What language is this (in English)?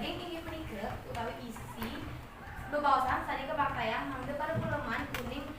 Balinese